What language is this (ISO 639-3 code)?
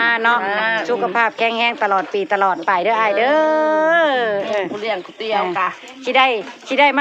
tts